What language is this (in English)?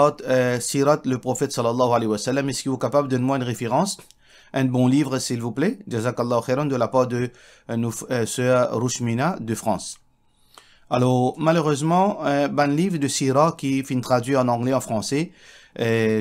Morisyen